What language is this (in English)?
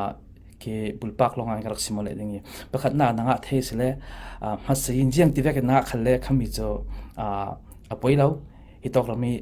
Falam Chin